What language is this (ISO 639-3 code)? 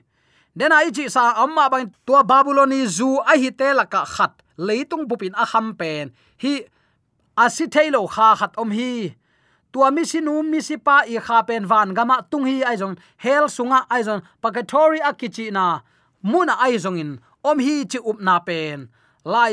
ctd